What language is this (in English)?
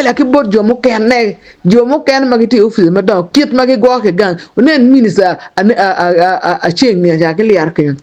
Acoli